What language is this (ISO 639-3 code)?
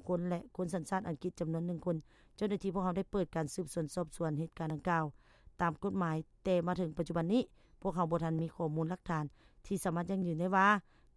lao